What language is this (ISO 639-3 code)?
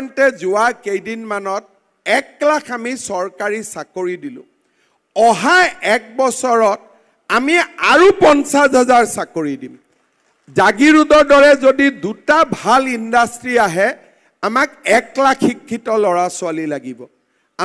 asm